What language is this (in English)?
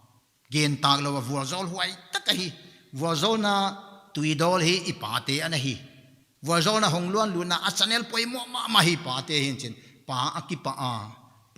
Paite Chin